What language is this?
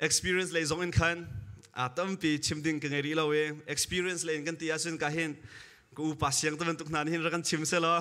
Hakha Chin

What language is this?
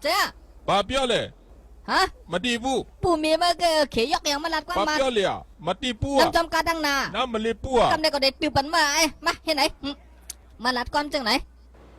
Shan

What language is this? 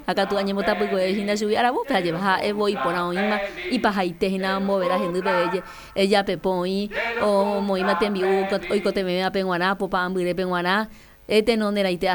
Guarani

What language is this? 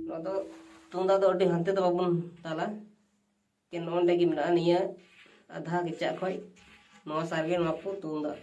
Santali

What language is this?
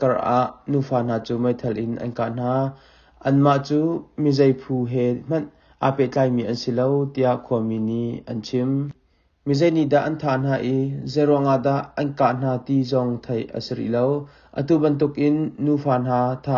Hakha Chin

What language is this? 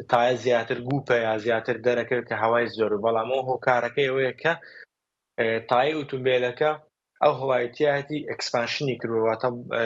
Central Kurdish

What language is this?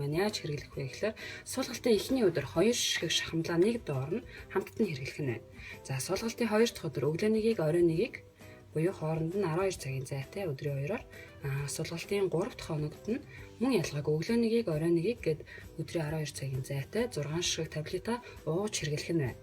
Mongolian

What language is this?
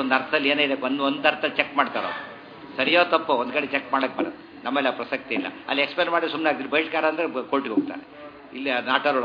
Kannada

